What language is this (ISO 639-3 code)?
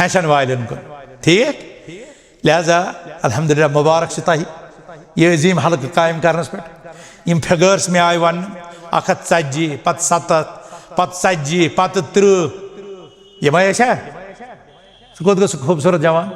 kas